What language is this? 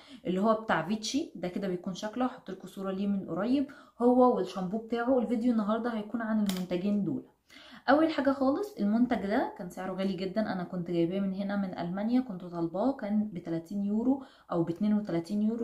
Egyptian Arabic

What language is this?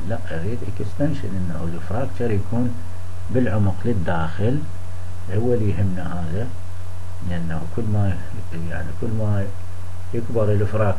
Arabic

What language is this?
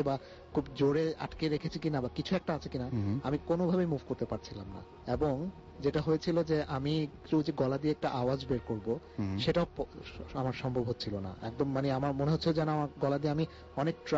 Bangla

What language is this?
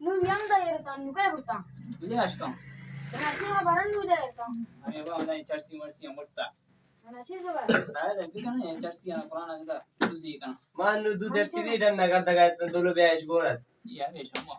Eastern Balochi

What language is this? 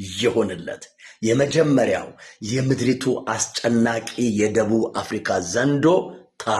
Amharic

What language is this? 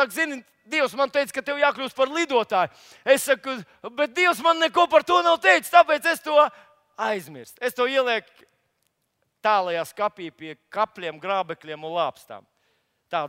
Latvian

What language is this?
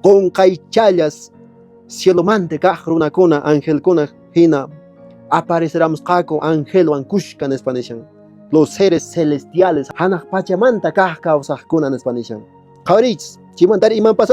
Quechua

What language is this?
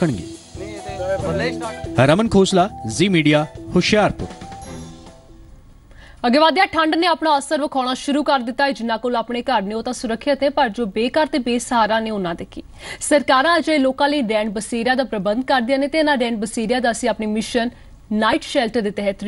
Punjabi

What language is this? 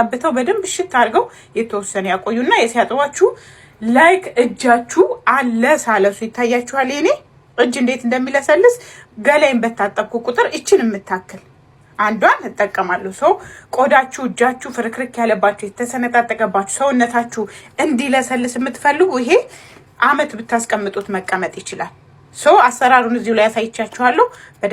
Amharic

